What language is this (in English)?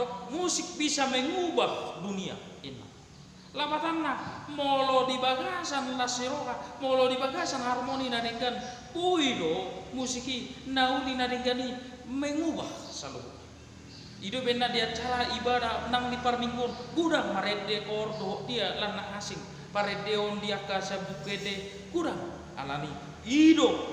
Batak Toba